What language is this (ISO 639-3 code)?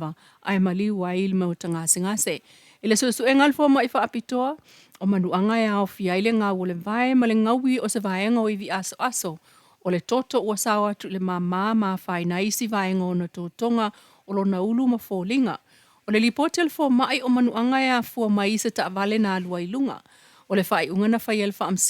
smo